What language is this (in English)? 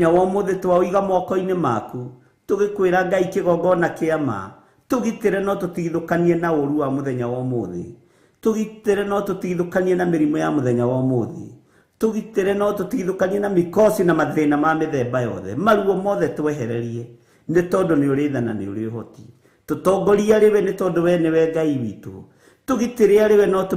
Kikuyu